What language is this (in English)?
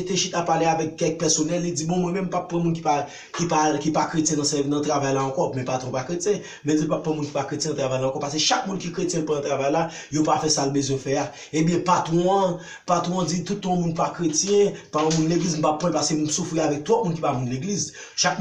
Haitian Creole